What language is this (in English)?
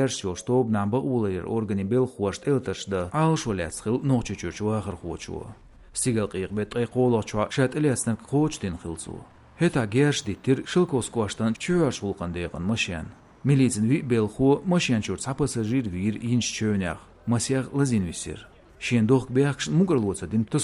Chechen